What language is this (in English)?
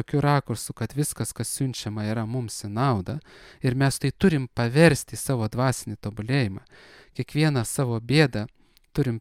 Lithuanian